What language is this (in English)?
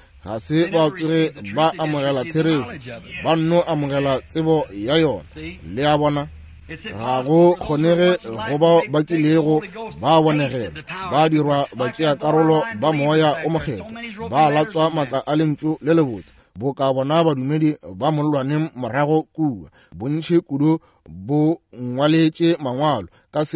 Northern Sotho